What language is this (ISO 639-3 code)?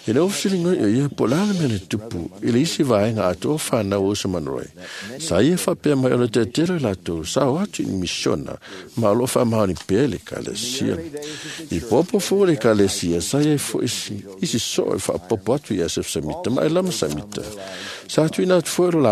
smo